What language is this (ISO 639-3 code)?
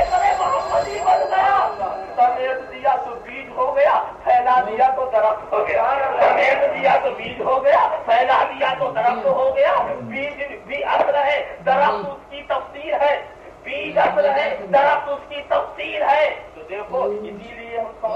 urd